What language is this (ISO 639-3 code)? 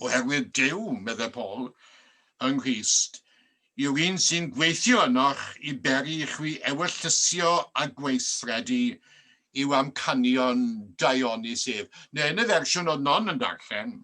cym